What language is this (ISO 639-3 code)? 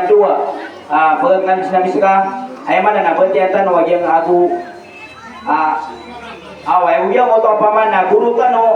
mrw